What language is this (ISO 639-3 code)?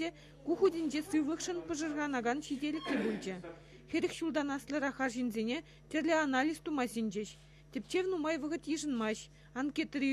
chv